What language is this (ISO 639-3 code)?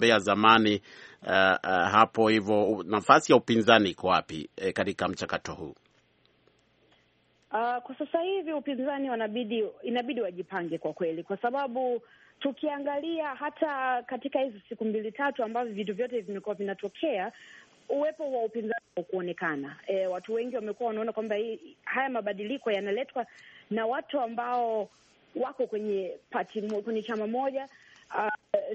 swa